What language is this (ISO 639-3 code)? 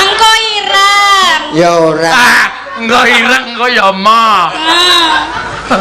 jav